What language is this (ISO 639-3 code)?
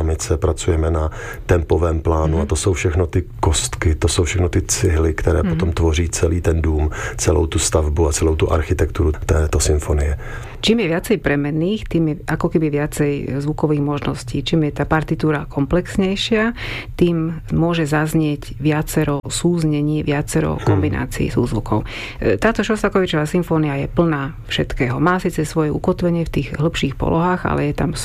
slk